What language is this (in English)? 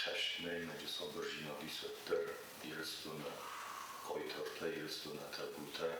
Ossetic